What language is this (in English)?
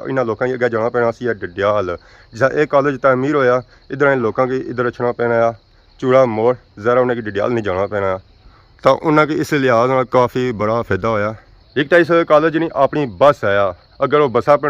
Pahari-Potwari